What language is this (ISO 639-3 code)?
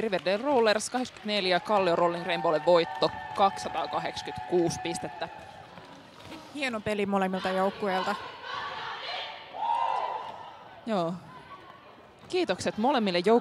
fin